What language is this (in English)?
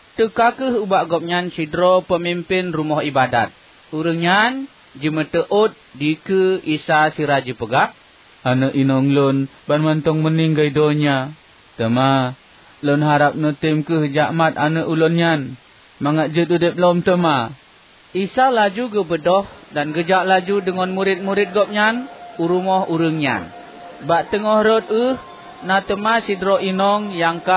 Achinese